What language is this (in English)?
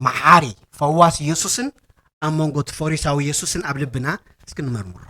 Tigrinya